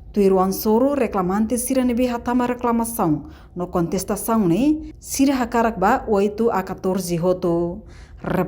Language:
Tetum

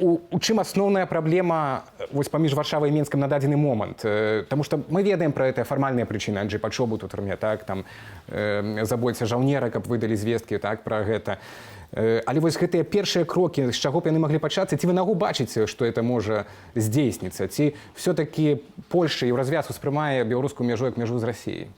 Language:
Belarusian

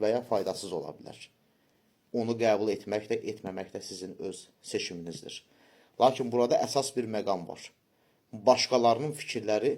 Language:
Azerbaijani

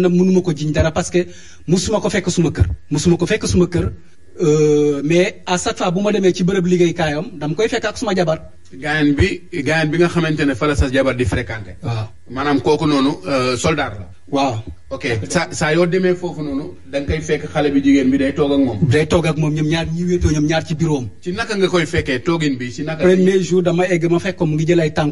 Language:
Wolof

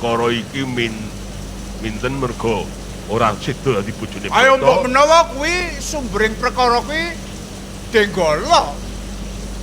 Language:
Javanese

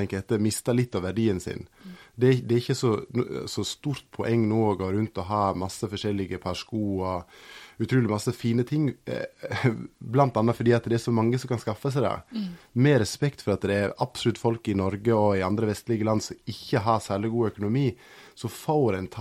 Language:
Norwegian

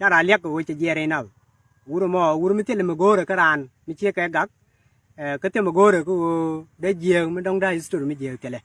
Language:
Nuer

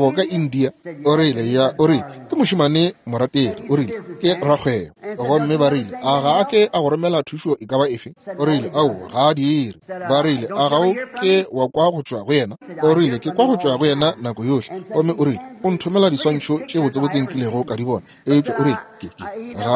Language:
Northern Sotho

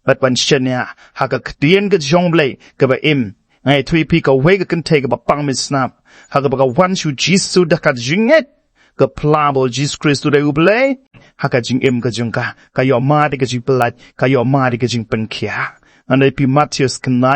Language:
Khasi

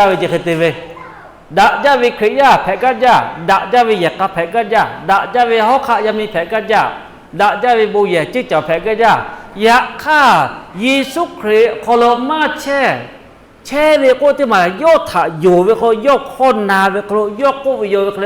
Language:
Lahu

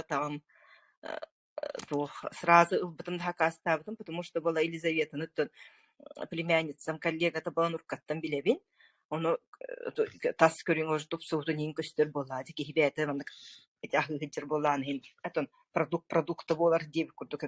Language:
Yakut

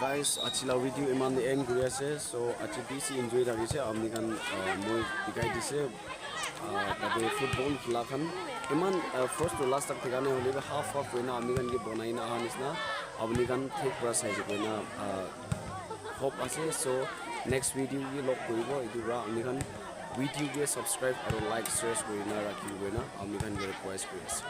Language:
Naga Pidgin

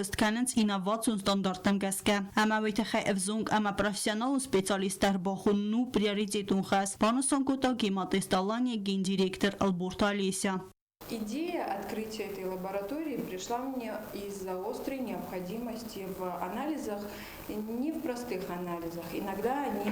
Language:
Ossetic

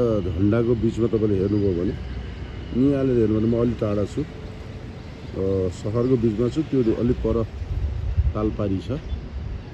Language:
Nepali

